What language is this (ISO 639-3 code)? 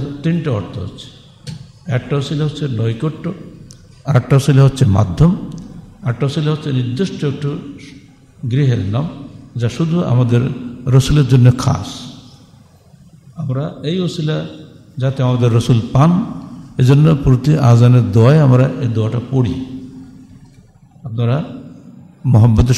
ben